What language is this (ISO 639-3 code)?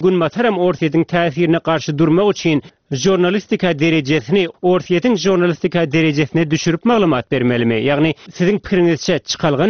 tuk